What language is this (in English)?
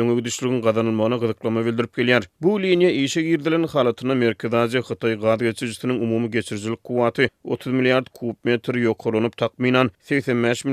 Turkmen